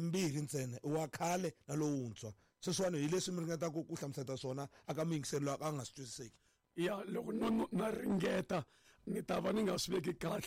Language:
Tsonga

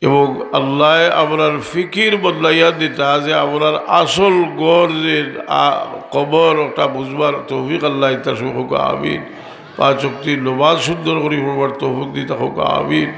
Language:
Sylheti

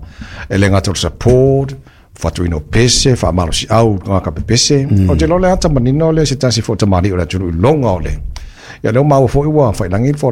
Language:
Samoan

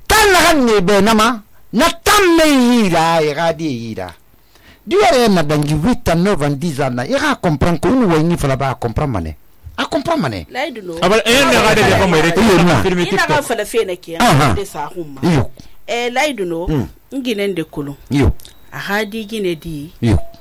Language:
Susu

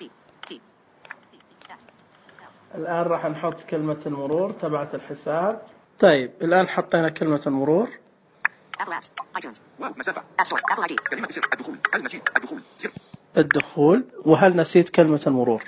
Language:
Najdi Arabic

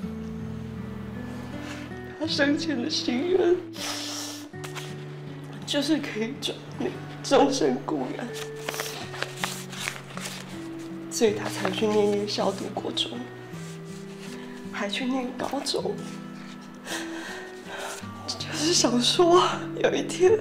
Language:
Chinese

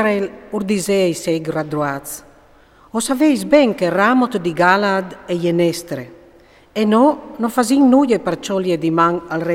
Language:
Friulian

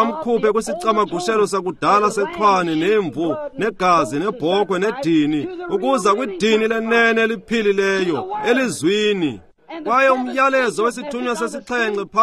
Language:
Xhosa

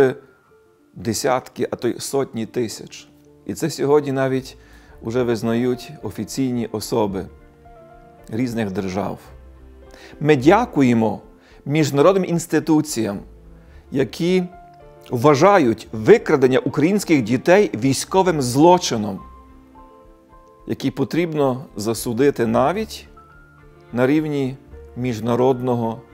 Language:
Ukrainian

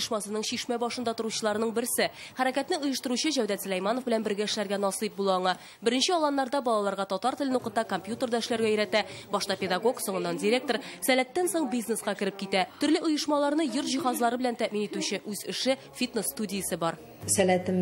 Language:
Tatar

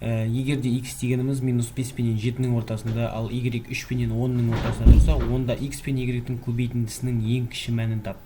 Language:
Kazakh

